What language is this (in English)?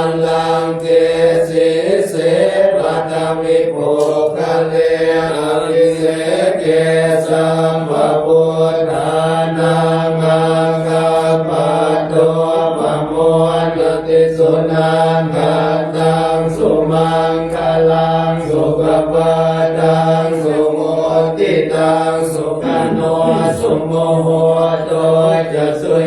Pali